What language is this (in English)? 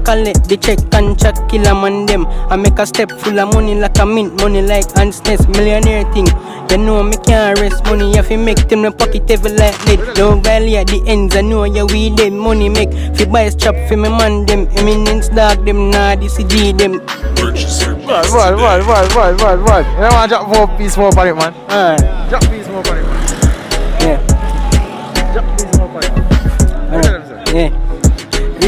Jamaican Creole English